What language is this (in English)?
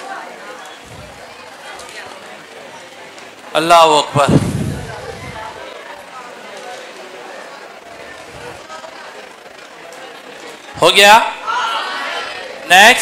Hindi